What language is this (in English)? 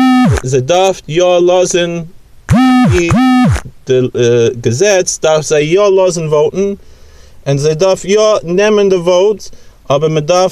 Yiddish